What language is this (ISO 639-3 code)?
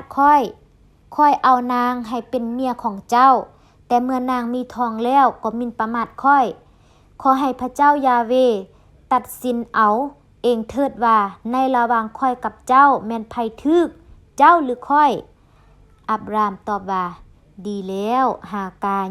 lao